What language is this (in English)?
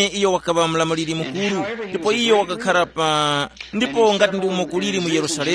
Tumbuka